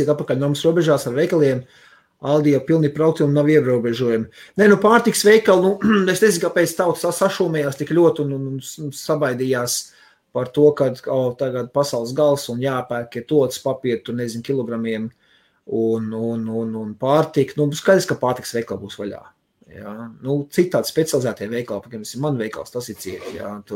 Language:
Latvian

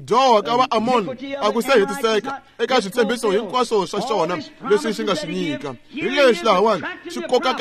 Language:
Tsonga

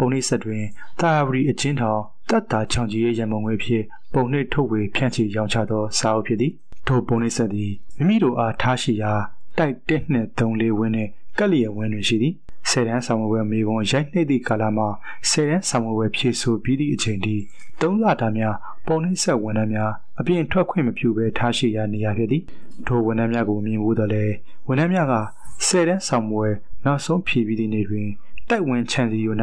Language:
Burmese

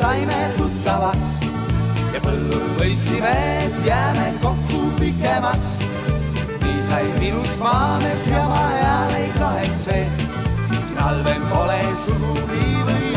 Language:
Estonian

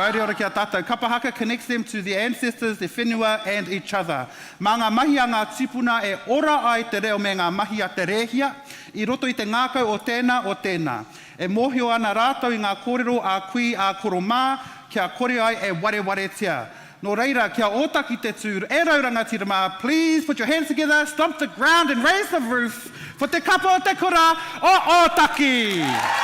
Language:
Māori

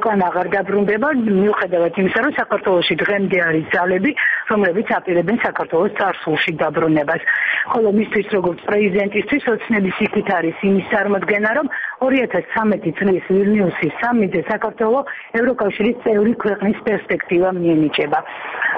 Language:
Georgian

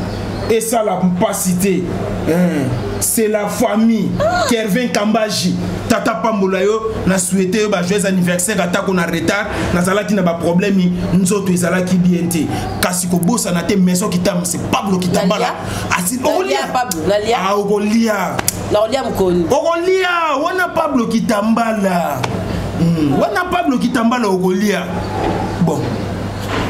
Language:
Lingala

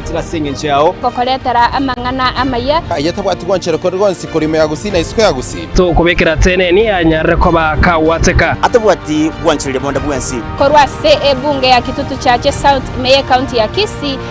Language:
Gusii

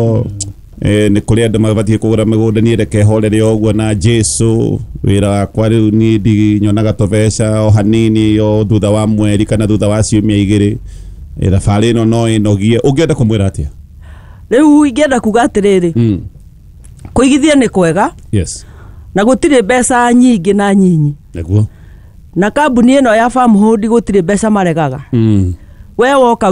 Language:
Kikuyu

